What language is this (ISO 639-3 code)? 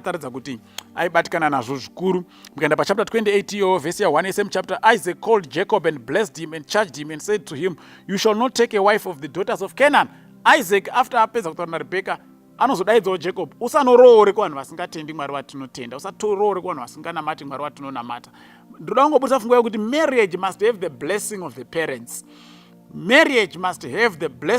sna